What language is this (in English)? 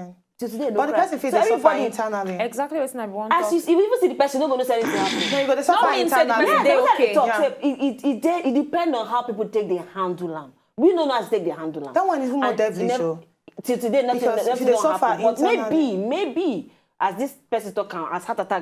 Nigerian Pidgin